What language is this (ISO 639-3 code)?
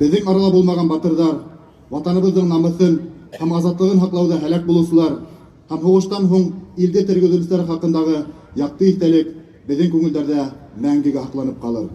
bak